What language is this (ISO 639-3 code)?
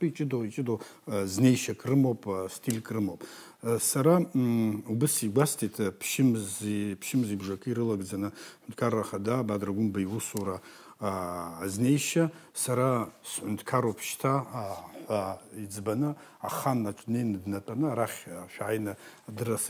abk